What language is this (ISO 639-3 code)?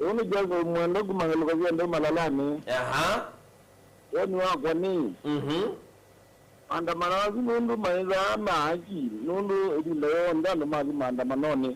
kam